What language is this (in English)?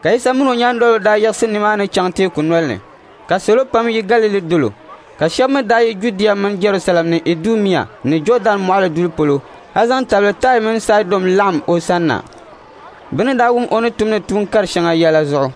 Dagbani